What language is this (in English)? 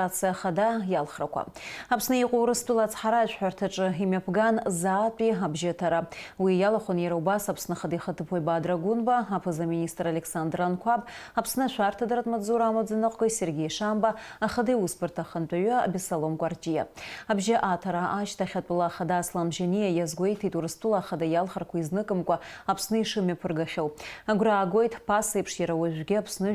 Abkhazian